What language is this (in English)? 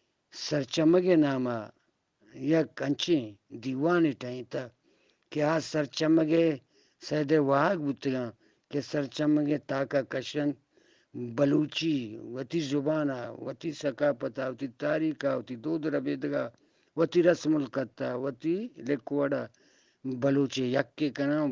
Eastern Balochi